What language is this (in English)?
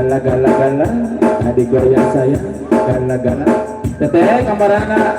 Sundanese